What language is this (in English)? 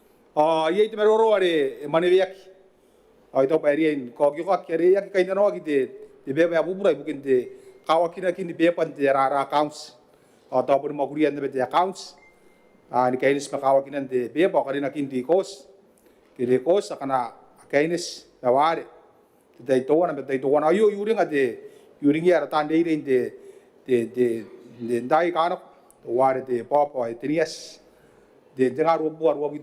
Gilbertese